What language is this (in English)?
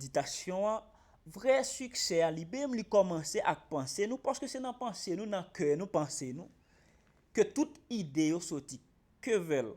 Haitian Creole